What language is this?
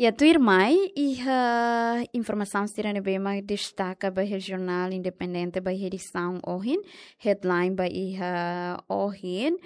Tetum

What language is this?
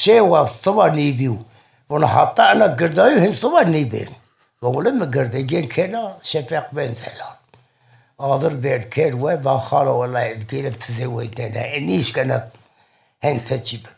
Zaza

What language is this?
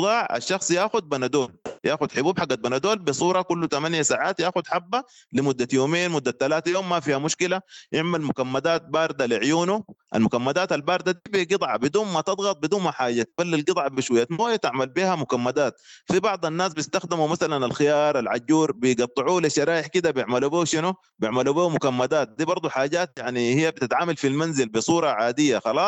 Sudanese Arabic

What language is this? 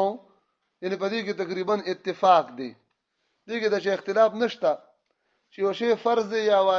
Pashto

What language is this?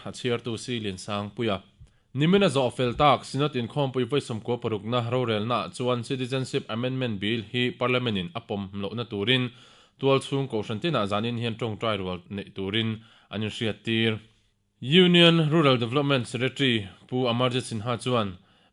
Mizo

